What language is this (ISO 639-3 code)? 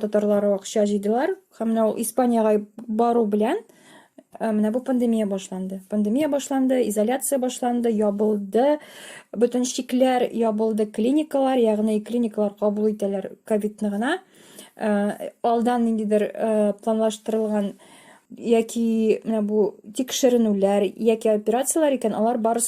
tat